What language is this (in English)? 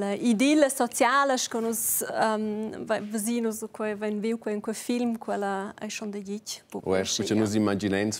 Romansh